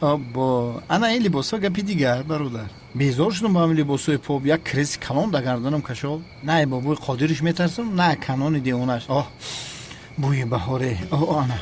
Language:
Tajik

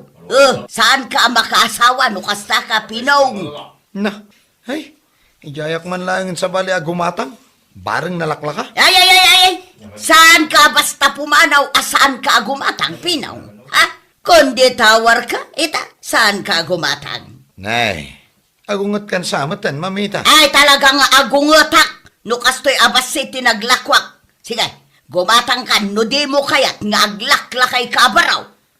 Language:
Iloko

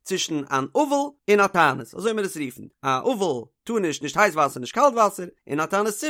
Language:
Yiddish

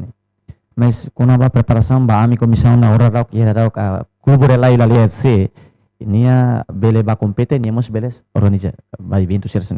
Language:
Tetum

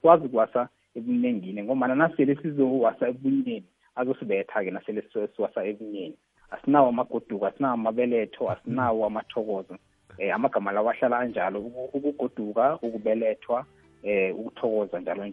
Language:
South Ndebele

